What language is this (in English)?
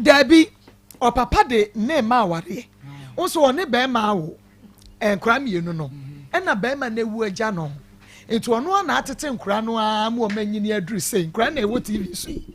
Akan